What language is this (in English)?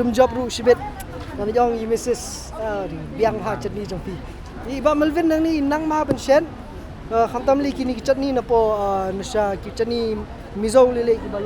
Khasi